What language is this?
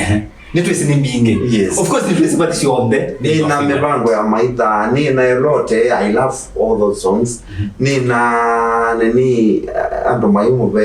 Kamba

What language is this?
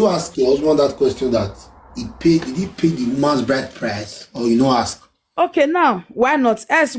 Nigerian Pidgin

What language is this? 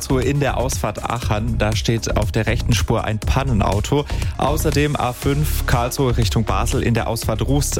German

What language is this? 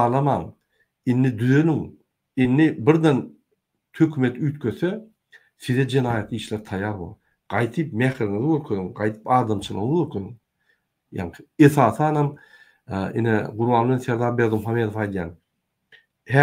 Turkmen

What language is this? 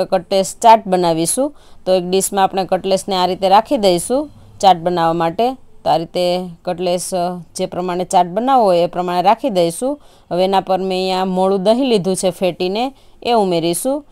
Gujarati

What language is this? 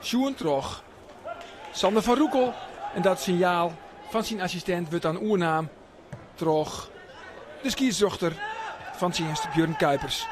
Western Frisian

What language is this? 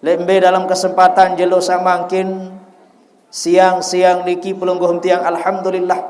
Sasak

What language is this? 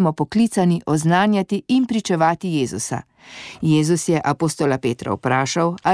Slovenian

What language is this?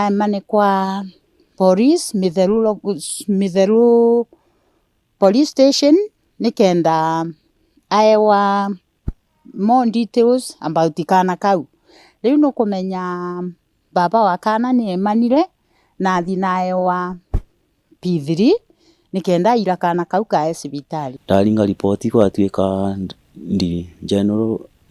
Meru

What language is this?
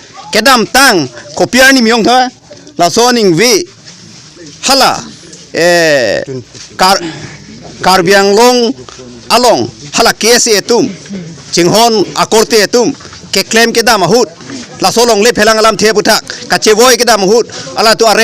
Karbi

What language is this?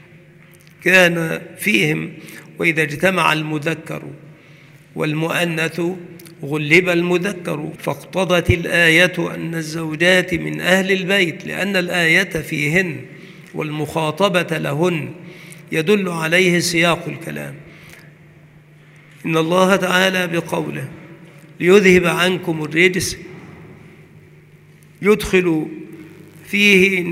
Arabic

